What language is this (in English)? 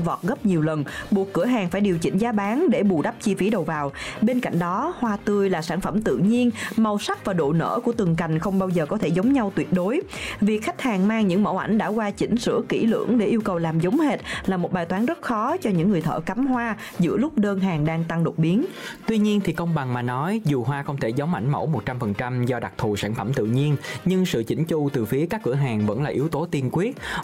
Vietnamese